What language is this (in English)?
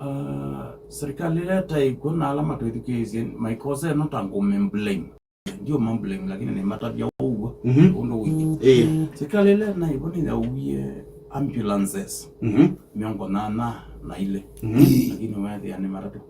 Kamba